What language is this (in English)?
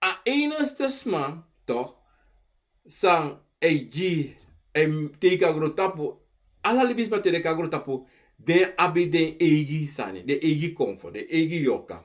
Sranan Tongo